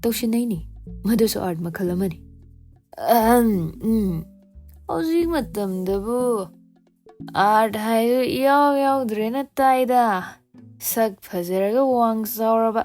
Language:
Manipuri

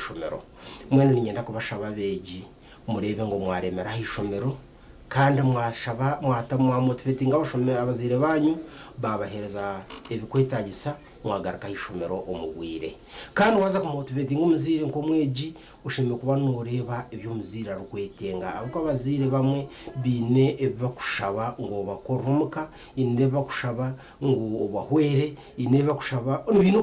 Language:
Nyankole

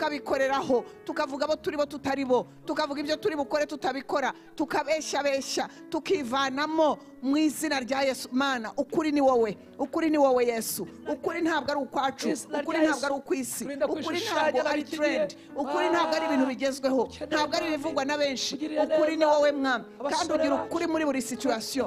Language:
Kinyarwanda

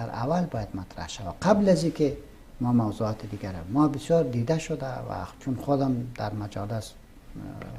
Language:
Persian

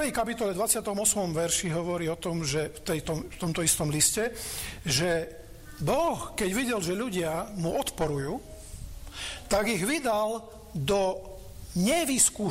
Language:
Slovak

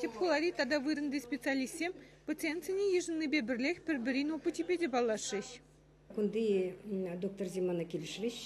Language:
Chuvash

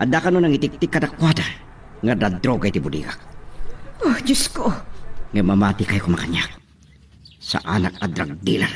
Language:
Iloko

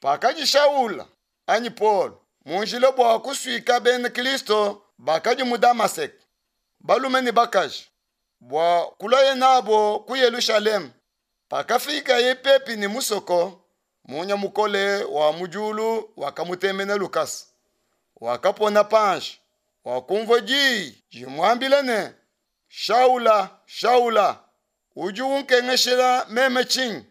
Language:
Luba-Lulua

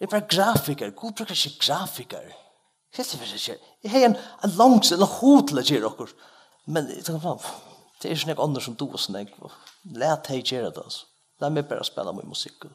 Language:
Faroese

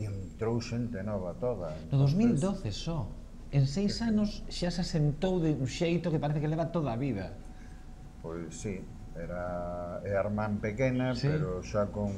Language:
Galician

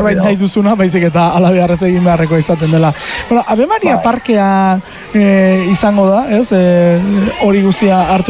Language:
Basque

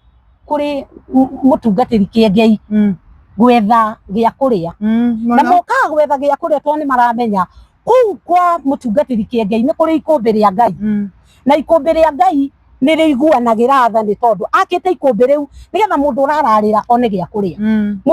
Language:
Kikuyu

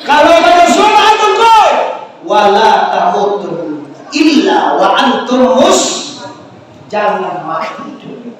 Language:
Minangkabau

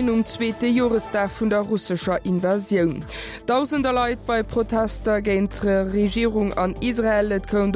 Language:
Luxembourgish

